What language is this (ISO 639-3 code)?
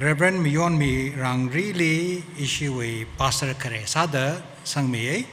nmf